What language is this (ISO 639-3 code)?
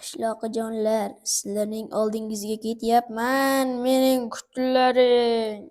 uzb